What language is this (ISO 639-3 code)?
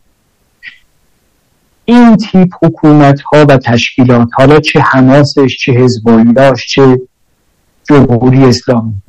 fas